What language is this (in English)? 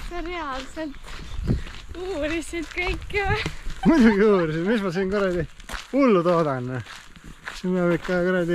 Estonian